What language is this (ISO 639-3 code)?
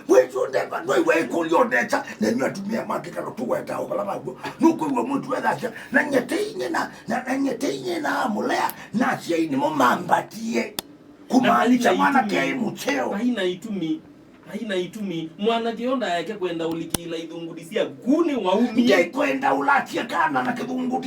kam